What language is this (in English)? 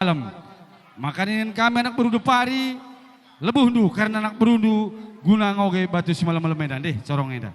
Batak Karo